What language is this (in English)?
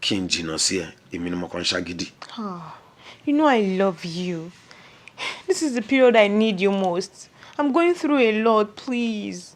Yoruba